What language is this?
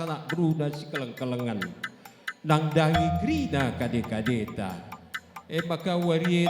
Batak Karo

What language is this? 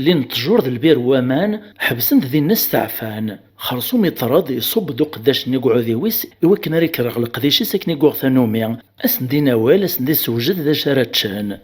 Kabyle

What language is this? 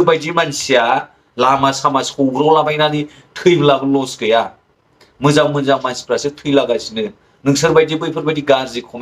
Bodo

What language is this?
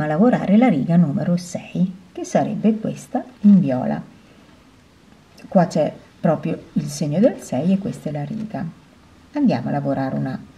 Italian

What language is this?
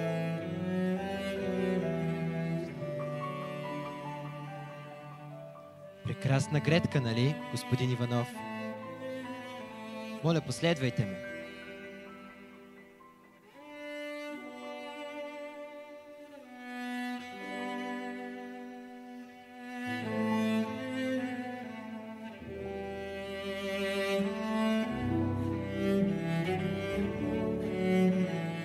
Bulgarian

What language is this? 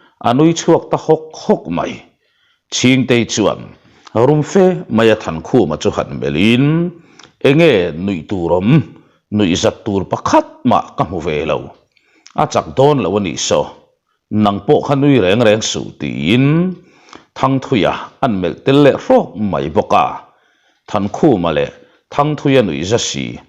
Mizo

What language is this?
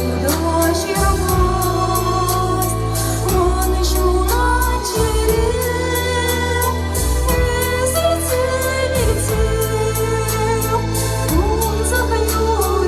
Chuvash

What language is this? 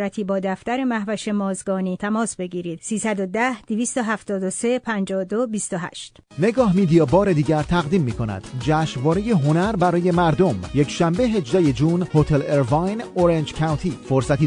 Persian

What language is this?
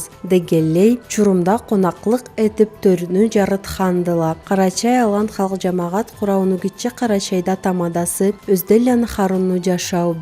Karachay-Balkar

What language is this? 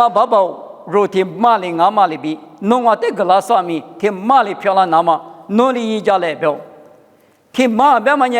Lisu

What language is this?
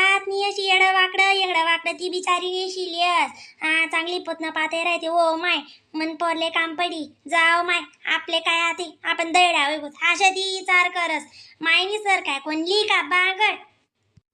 Khandesi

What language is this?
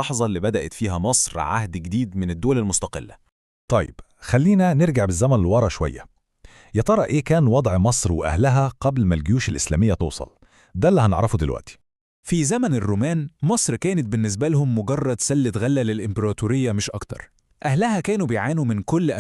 Egyptian Arabic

